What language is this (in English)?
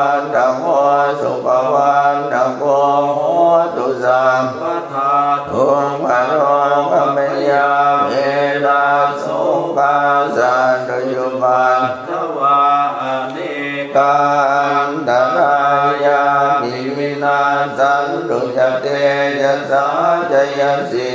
Pali